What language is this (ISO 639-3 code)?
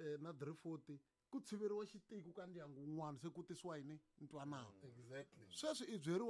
tso